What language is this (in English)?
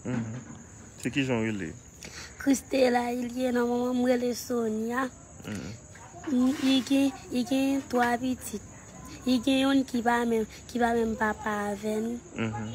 Haitian Creole